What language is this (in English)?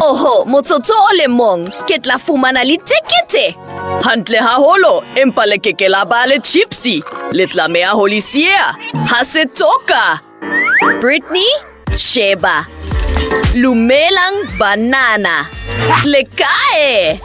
Southern Sotho